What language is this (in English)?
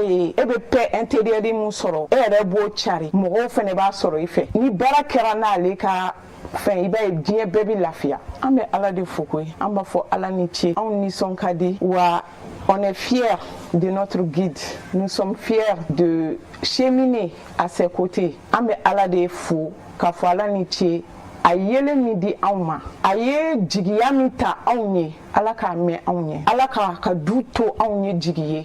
Bambara